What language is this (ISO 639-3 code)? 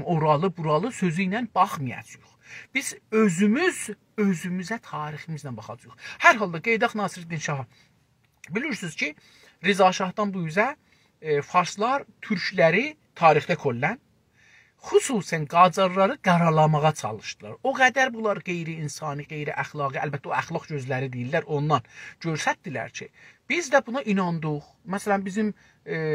azb